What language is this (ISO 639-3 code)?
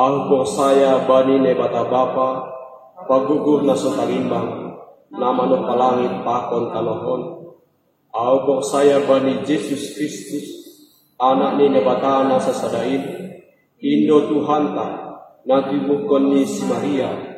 bts